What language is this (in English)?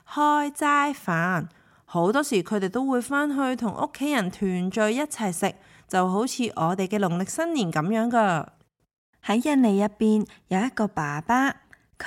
Cantonese